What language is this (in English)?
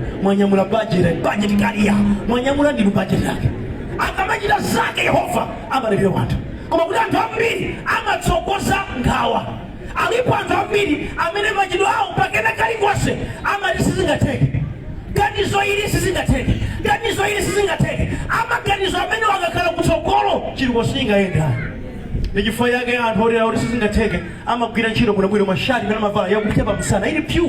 Nyanja